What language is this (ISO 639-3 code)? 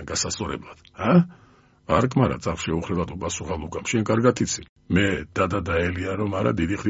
kat